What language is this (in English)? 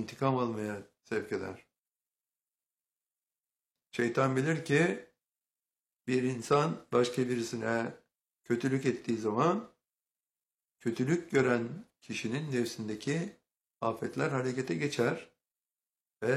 Turkish